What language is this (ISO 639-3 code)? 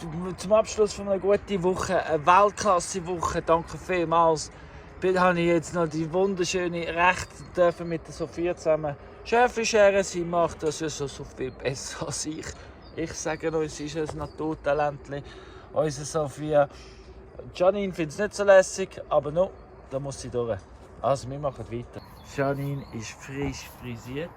gsw